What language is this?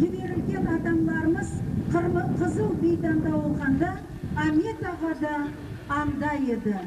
Crimean Tatar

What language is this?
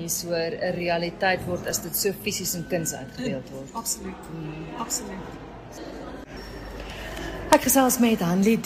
Afrikaans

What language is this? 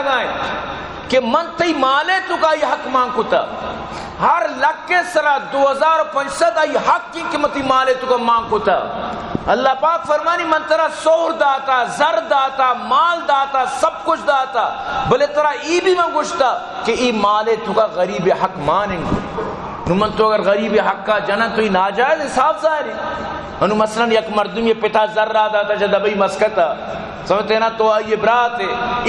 Baluchi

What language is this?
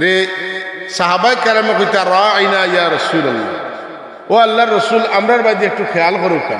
Sylheti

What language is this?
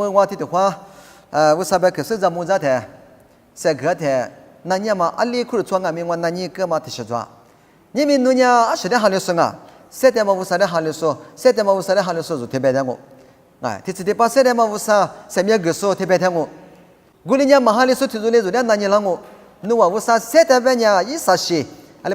Lisu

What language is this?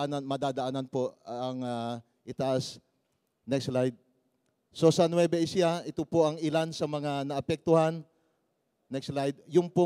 Filipino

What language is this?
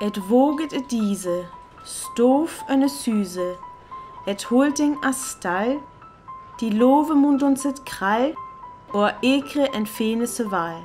Northern Frisian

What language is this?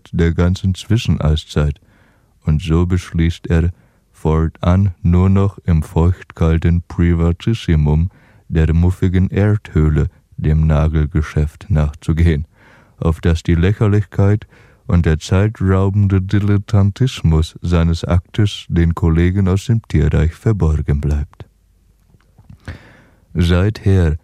German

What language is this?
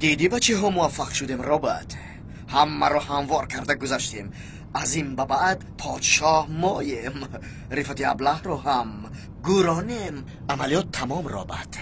Tajik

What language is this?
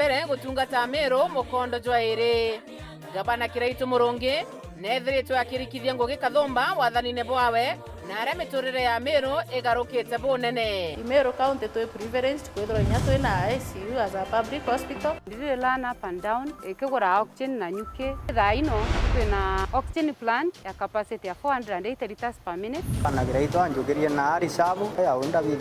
Meru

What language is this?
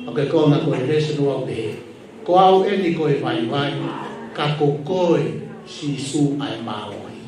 Tongan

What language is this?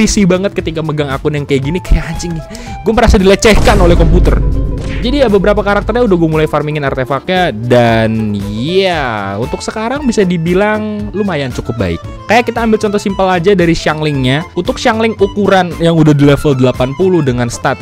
Indonesian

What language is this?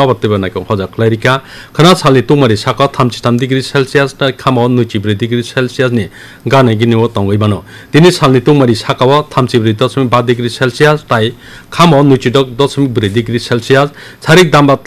Kok Borok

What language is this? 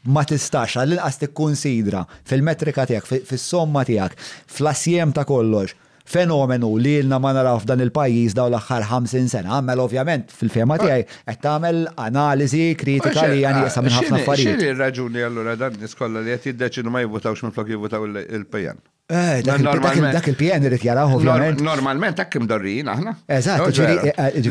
Maltese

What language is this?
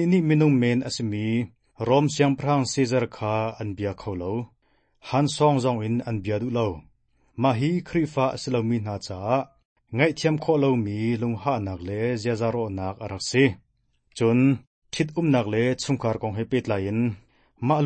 Hakha Chin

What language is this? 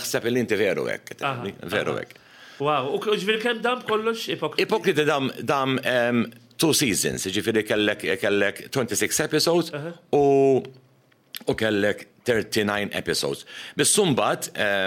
Maltese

